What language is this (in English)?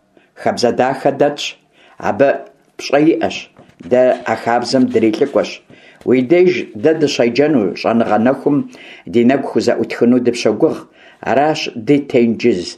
Kabardian